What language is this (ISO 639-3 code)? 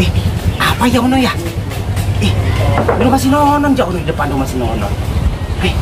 bew